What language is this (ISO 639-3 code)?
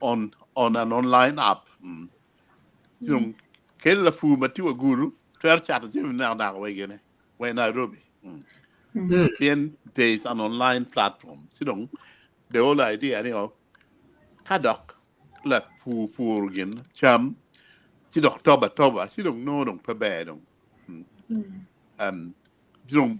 ach